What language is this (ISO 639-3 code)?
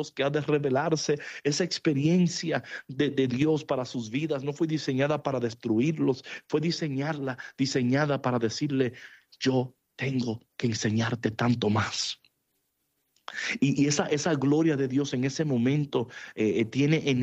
spa